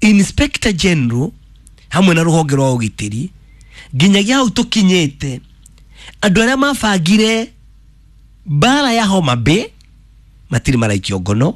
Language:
Kikuyu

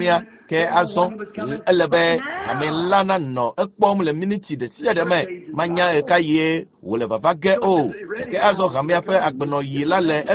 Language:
Ewe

